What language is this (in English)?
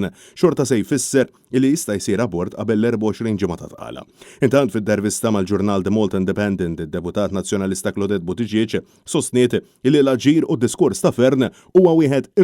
Maltese